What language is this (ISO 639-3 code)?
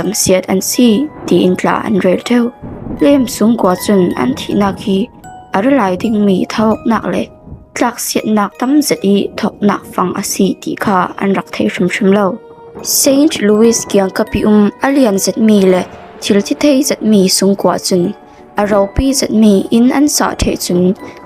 cfm